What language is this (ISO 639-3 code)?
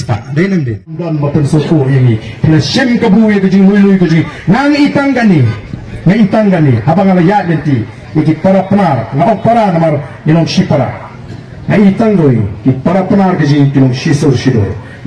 kha